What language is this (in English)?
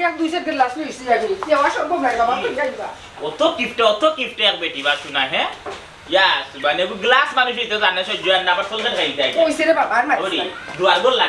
Sylheti